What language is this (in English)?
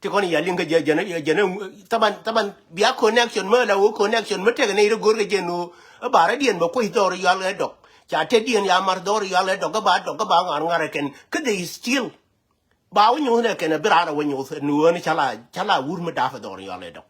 Nuer